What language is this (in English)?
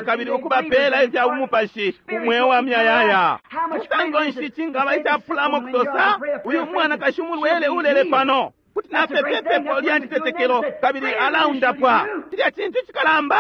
Bemba